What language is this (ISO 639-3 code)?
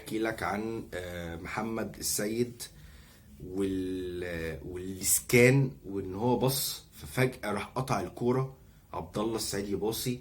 arz